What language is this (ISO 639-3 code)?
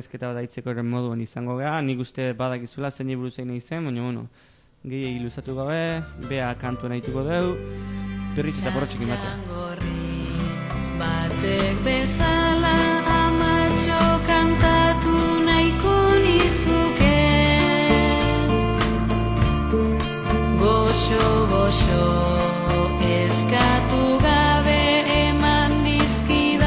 eus